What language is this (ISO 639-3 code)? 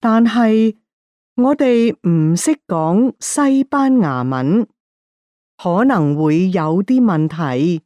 yue